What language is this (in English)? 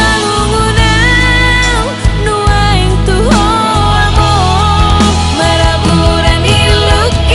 Batak Toba